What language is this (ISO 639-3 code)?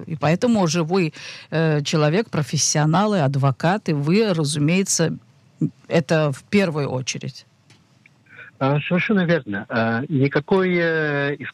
rus